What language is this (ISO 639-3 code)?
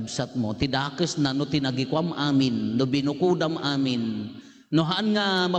ilo